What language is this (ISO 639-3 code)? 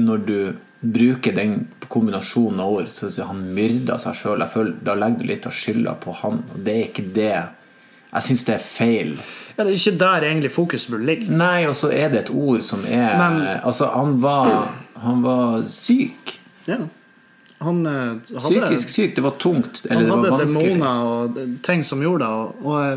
nor